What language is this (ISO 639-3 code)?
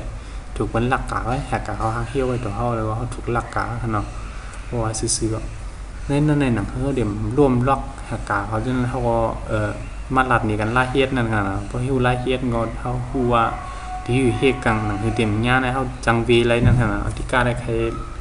shn